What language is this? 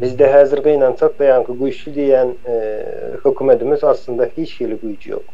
Turkmen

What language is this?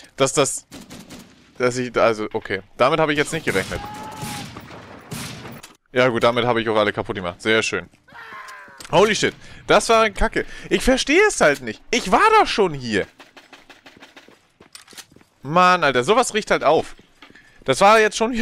German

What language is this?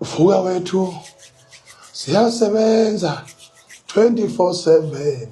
Zulu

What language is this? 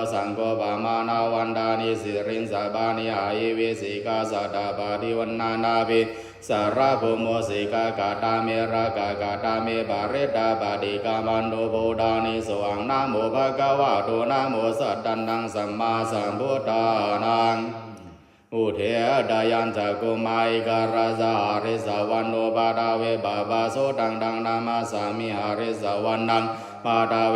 Pali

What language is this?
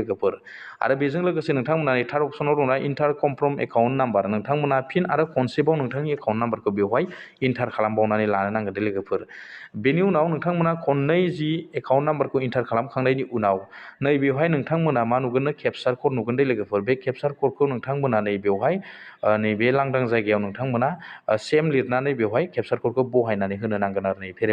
Bodo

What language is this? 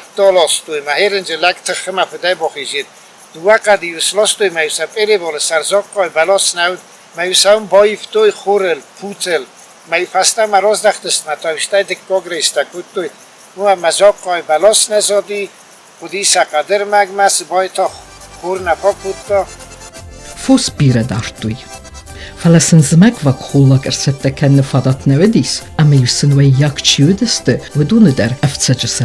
Ossetic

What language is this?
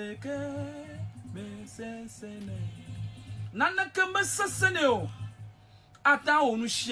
Ewe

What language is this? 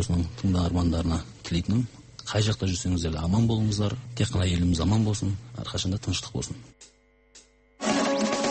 Kazakh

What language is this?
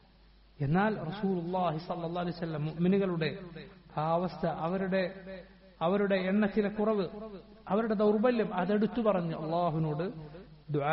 Malayalam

